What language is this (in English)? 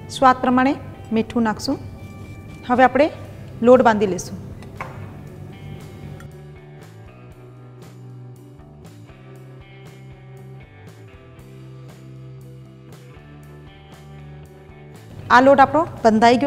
Gujarati